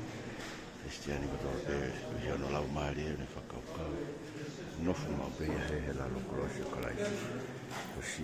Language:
Tongan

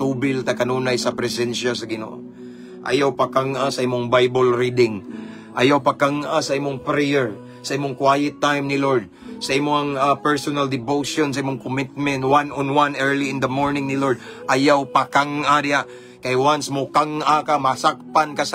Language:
Cebuano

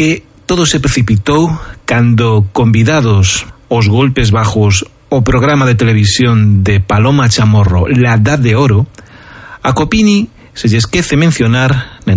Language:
Galician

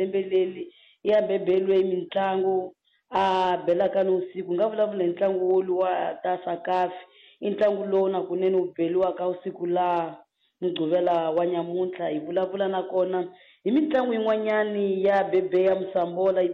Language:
Tsonga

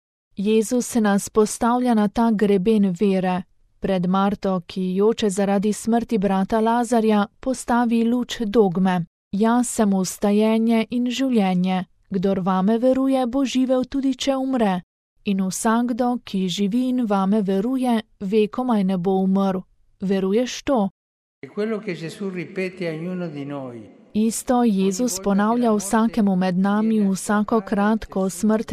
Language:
Slovenian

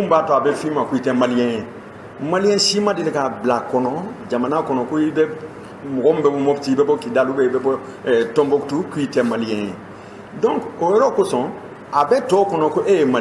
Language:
Bambara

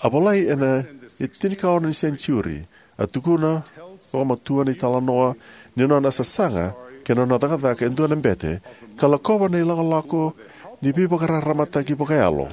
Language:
Fijian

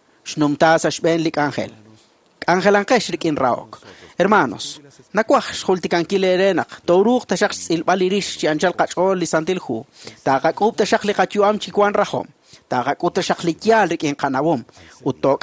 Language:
Kekchí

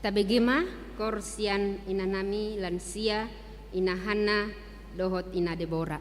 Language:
Batak Toba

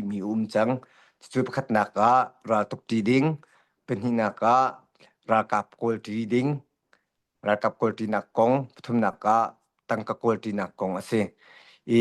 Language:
Hakha Chin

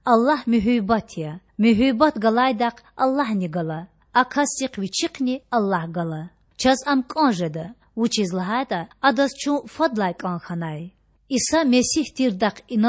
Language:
Lezghian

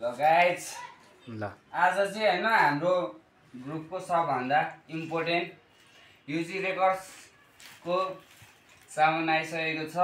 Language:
Nepali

